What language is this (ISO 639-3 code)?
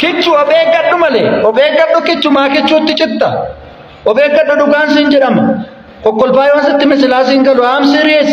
orm